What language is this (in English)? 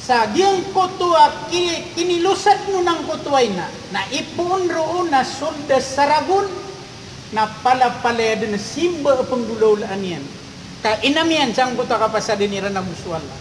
Maranao